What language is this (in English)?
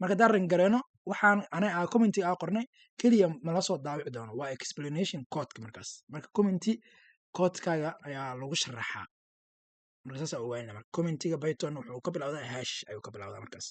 Somali